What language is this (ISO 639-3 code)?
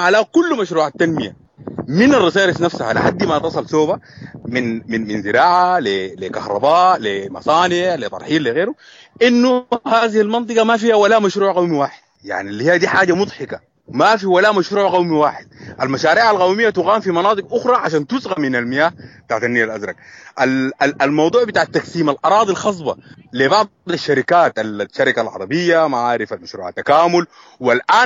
apd